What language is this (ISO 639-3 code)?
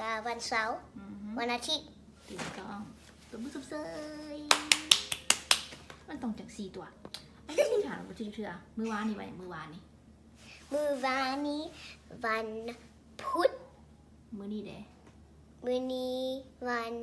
lao